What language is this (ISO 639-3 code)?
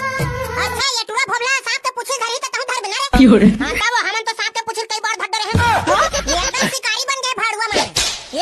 hne